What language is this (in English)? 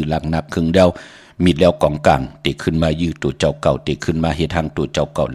Shan